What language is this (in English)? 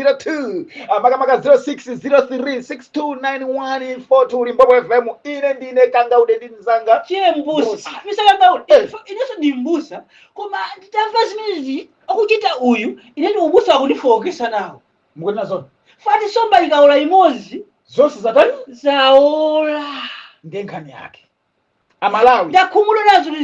Nyanja